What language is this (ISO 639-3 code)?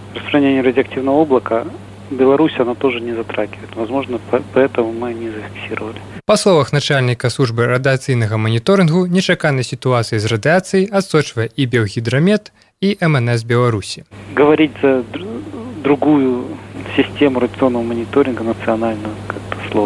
bel